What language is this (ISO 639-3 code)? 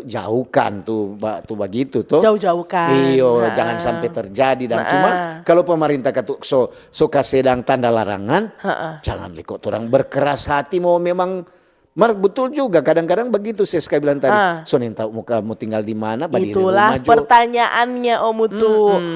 xmm